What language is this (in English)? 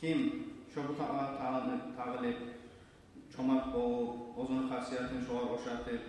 Kumyk